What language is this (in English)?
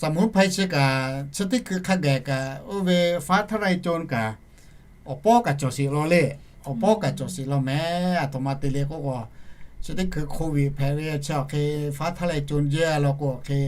Lahu